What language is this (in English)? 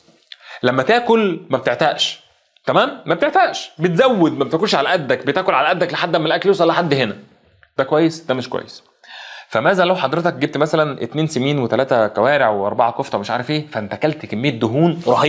Egyptian Arabic